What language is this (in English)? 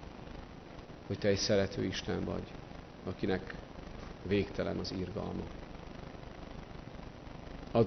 Hungarian